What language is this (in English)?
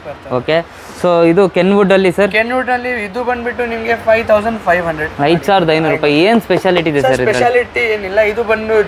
Kannada